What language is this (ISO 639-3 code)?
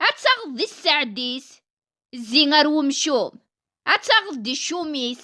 kab